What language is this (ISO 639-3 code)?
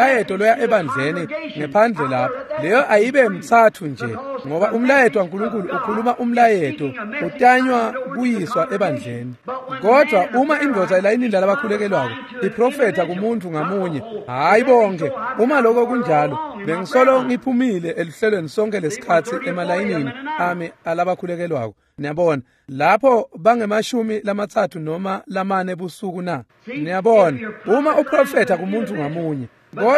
ssw